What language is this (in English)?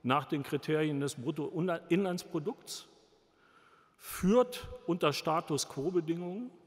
German